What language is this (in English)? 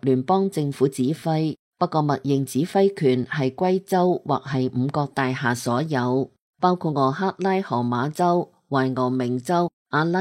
Cantonese